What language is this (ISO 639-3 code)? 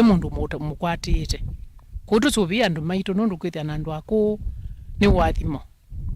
kam